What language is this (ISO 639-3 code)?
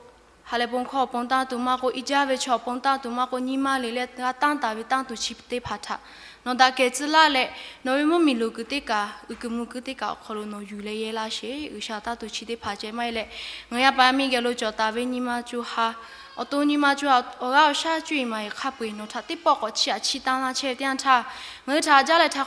lhu